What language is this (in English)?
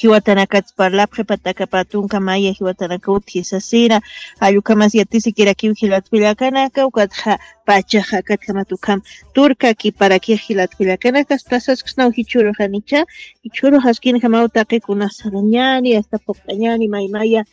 Aymara